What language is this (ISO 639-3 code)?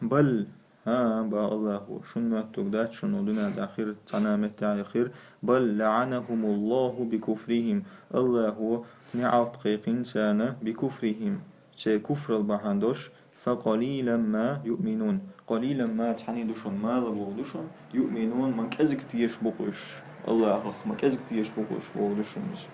che